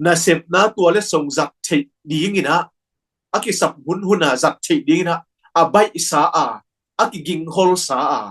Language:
Tedim Chin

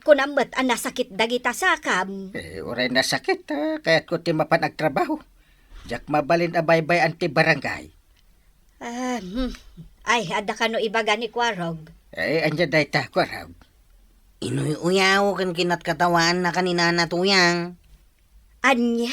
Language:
Iloko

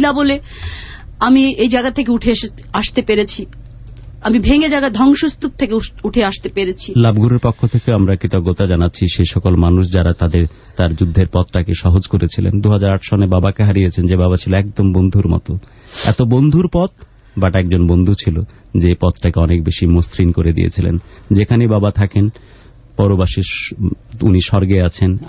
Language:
Bangla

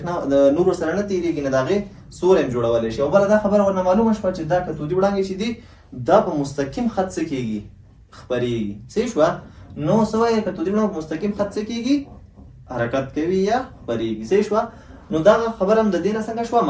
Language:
Pashto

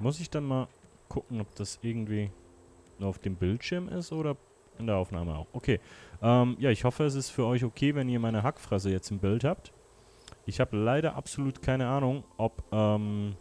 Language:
Swiss German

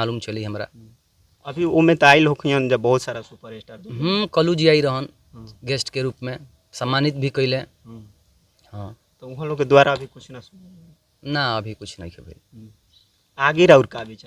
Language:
Bhojpuri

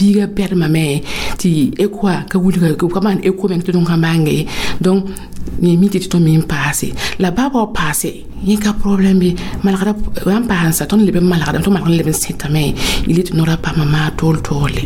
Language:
Mossi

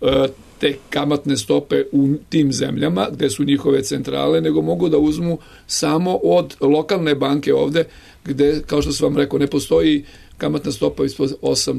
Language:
Serbian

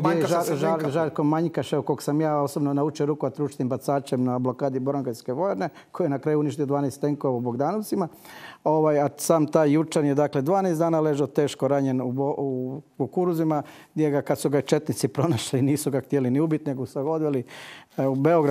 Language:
Croatian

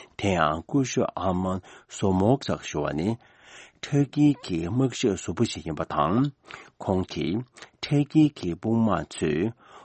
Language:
Tibetan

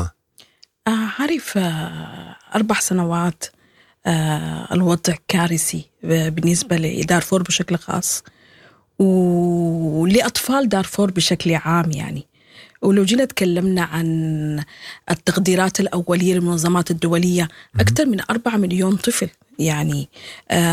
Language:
Sudanese Arabic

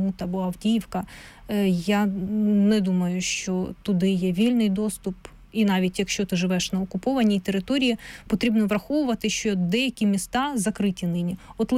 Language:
Ukrainian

